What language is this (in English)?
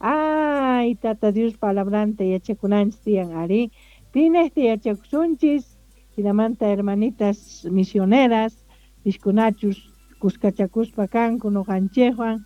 South Bolivian Quechua